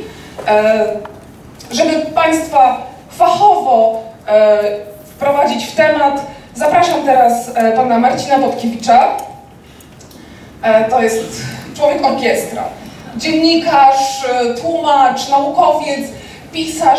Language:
Polish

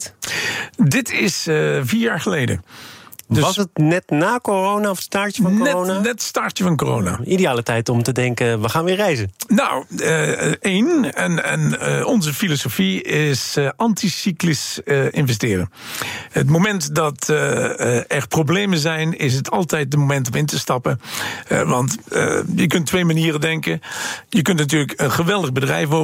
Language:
Dutch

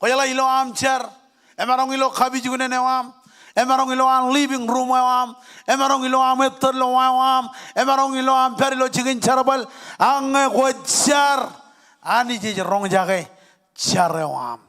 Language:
Marshallese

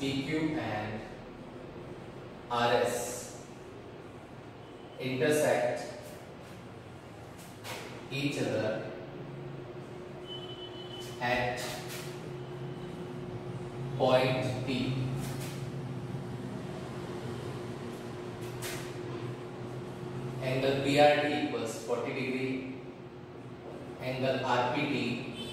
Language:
Hindi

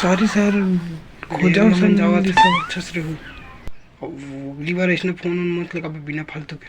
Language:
Chhattisgarhi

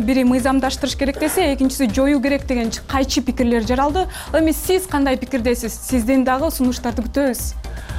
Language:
Kyrgyz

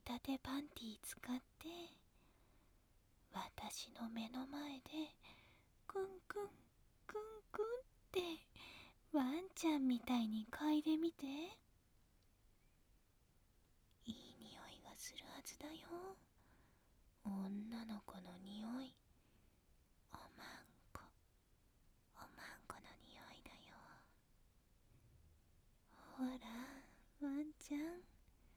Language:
Japanese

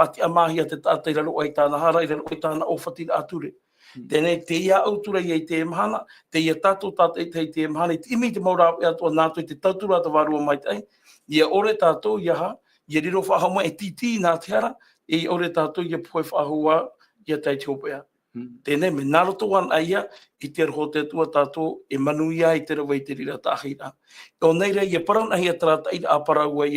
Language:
Tahitian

